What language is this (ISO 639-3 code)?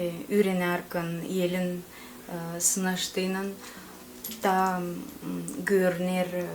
gag